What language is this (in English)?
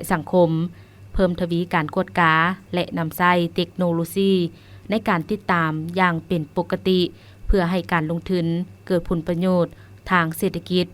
Lao